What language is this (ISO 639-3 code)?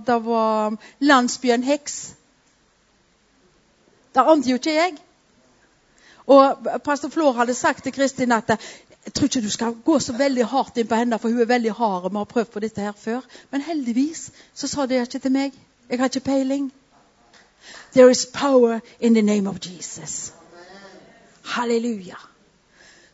nor